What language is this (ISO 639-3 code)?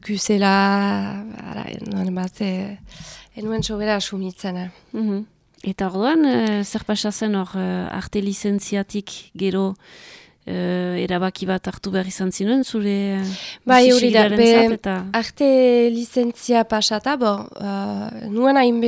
eus